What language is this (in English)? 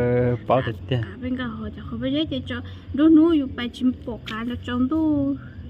Hmong